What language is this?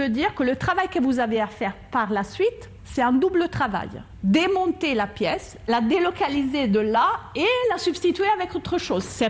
French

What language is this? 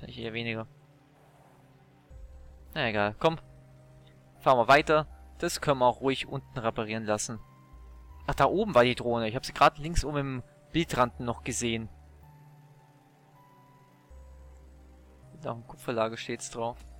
German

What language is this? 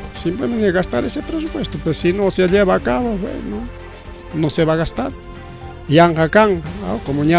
Ayacucho Quechua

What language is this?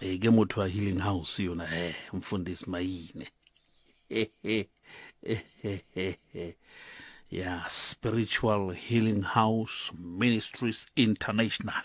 Southern Sotho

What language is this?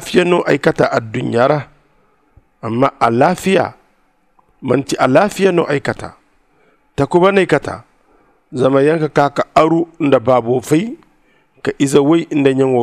Zarma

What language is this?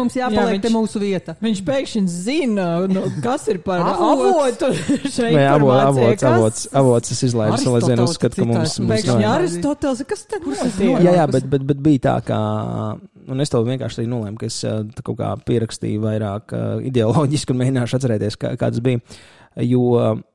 Latvian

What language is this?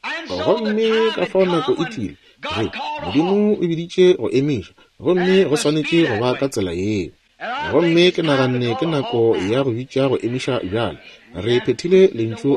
Northern Sotho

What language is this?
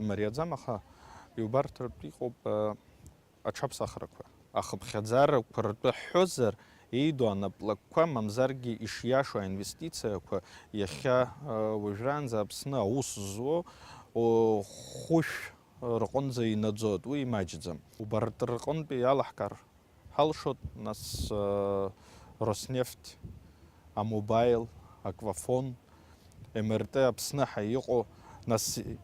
Abkhazian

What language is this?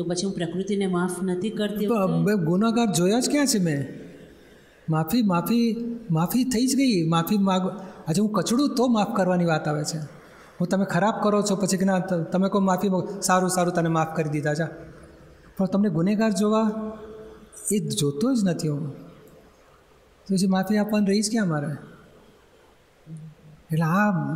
Gujarati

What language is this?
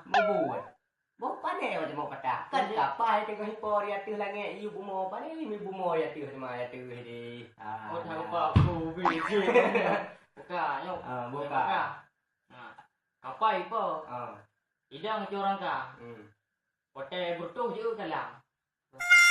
Achinese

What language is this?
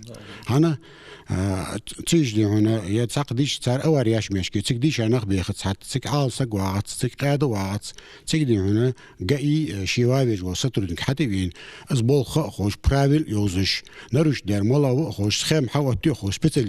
Ingush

